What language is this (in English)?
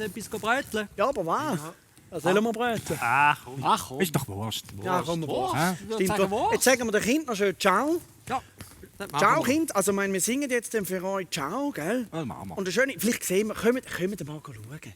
Swiss German